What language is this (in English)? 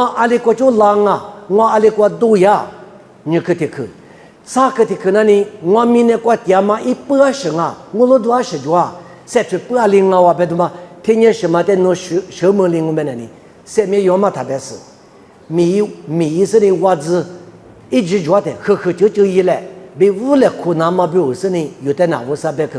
Lisu